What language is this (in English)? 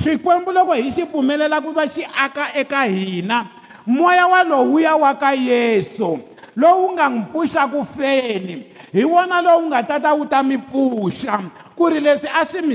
Tsonga